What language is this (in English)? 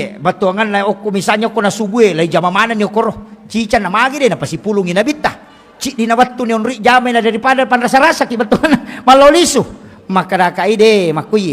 Buginese